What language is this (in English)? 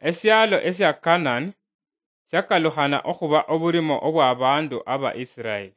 Luyia